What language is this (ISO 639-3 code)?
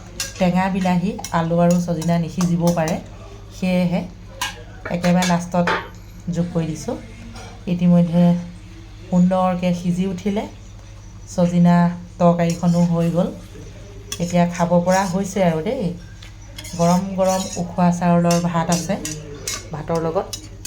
asm